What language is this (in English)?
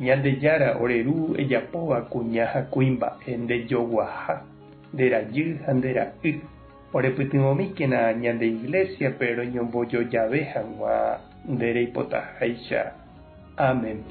Guarani